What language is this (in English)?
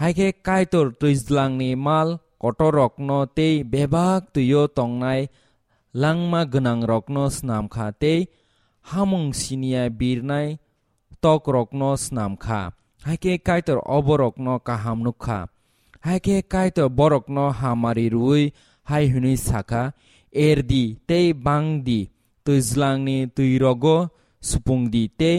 Kok Borok